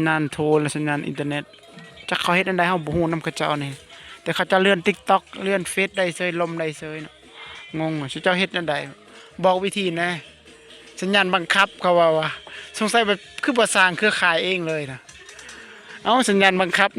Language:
Lao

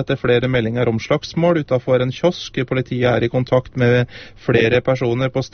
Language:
Norwegian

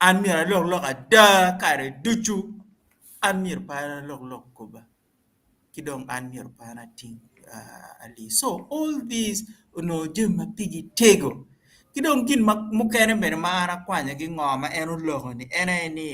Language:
Acoli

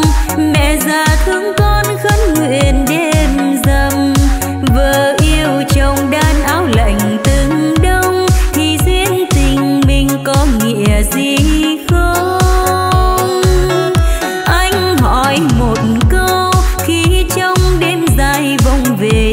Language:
Vietnamese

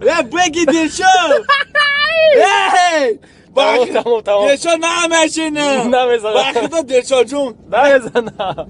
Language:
Tajik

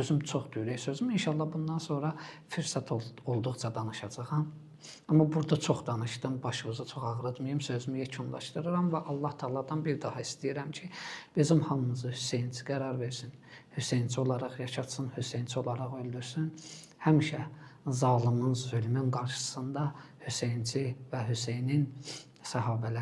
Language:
Azerbaijani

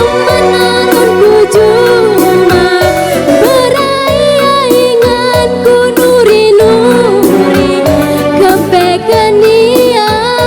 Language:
Batak Karo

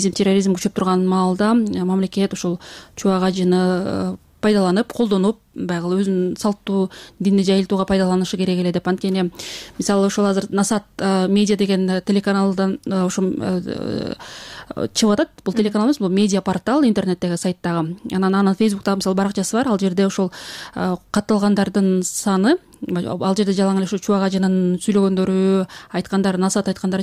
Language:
Kyrgyz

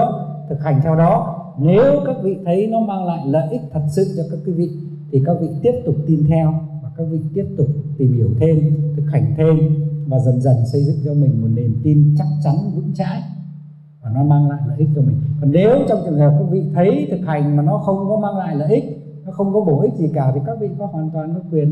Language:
Vietnamese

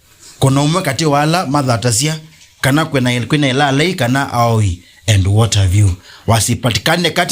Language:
Kamba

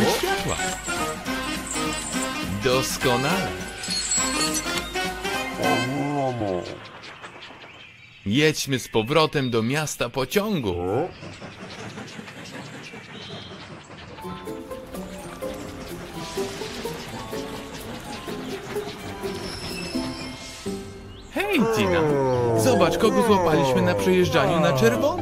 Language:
Polish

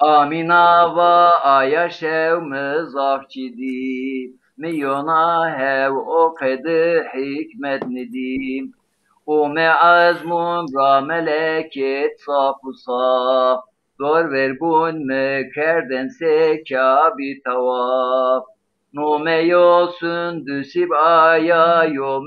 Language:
Zaza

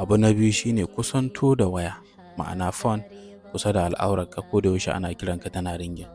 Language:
Hausa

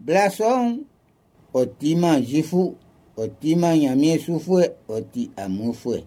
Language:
Baoulé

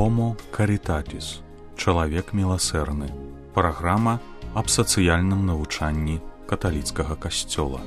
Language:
Belarusian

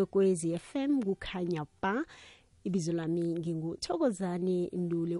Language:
South Ndebele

